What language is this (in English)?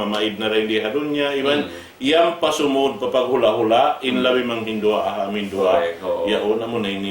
Tausug